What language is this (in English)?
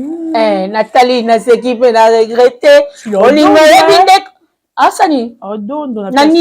Lingala